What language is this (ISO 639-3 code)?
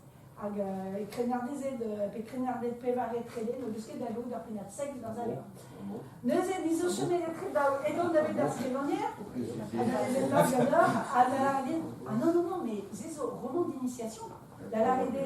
bre